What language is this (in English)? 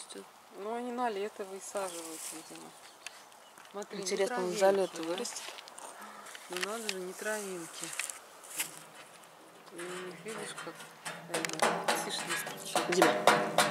Russian